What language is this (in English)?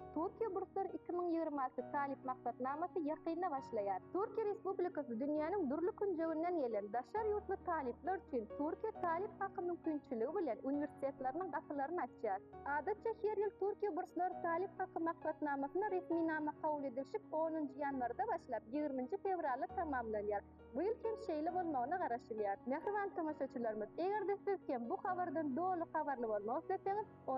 Turkmen